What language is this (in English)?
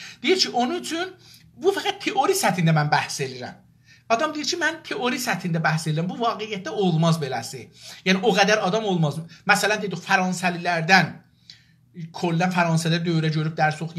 South Azerbaijani